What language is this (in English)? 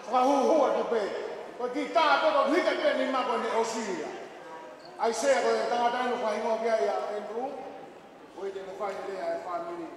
Tongan